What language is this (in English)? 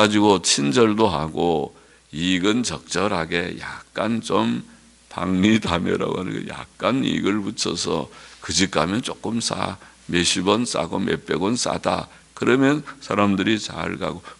Korean